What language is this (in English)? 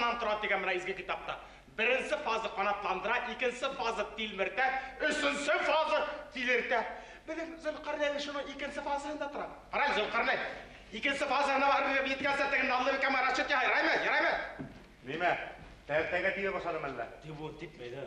Bashkir